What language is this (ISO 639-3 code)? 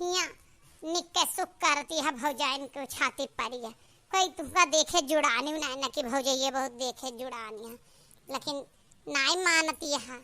awa